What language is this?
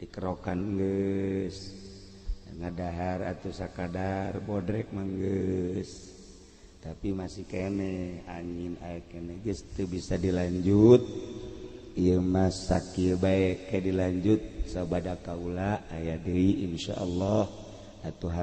Sundanese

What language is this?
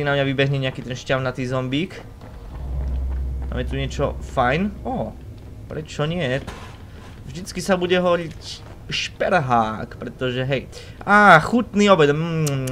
Slovak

